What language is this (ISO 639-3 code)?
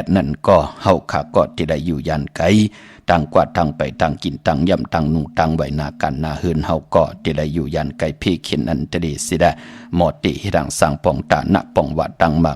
shn